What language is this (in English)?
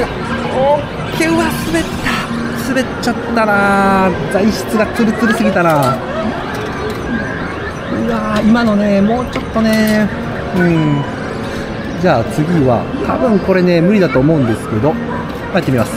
Japanese